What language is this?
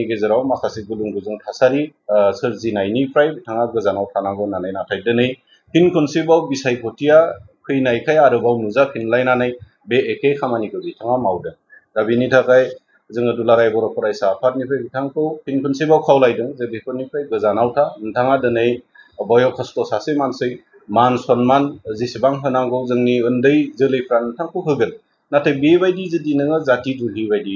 Bodo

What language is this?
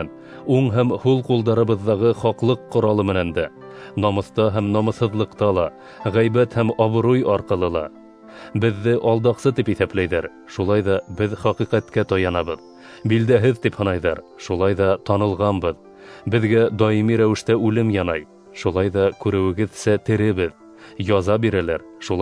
Bashkir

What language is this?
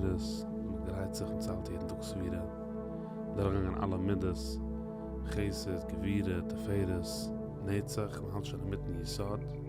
Yiddish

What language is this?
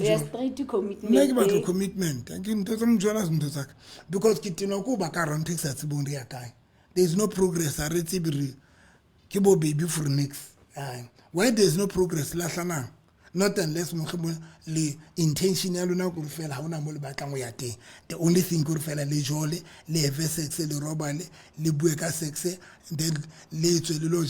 Southern Sotho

